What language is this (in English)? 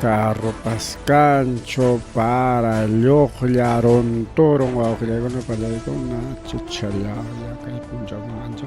Ayacucho Quechua